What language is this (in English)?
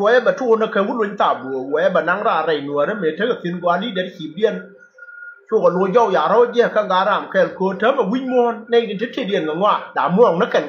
Nuer